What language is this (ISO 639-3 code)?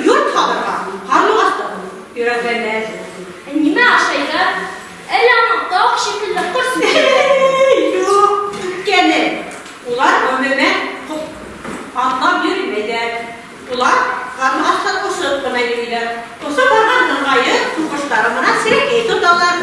bak